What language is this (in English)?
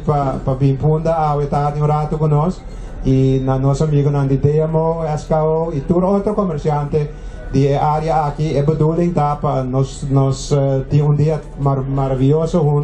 Papiamento